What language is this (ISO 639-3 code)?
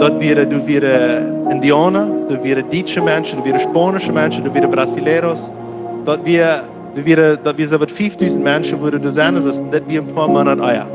pdt